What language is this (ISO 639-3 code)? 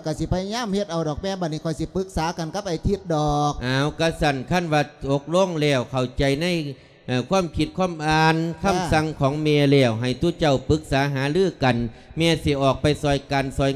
lao